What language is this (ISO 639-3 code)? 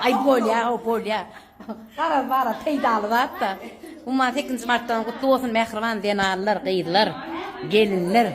tuk